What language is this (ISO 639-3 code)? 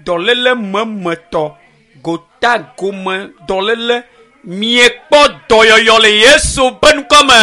ewe